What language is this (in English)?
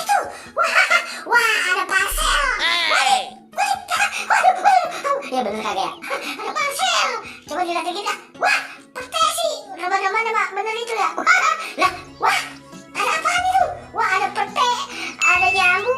Betawi